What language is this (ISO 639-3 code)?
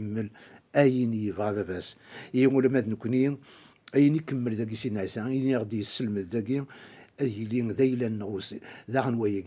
kab